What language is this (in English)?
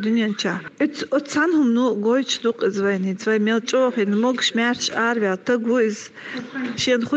Chechen